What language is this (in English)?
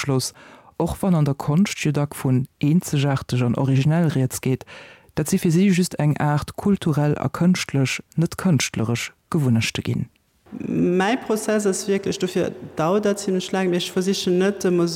Luxembourgish